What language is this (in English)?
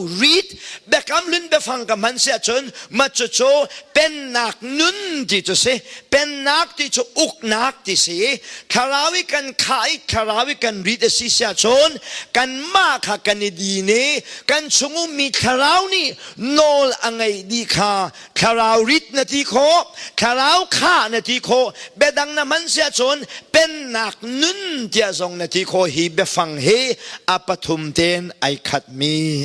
Hakha Chin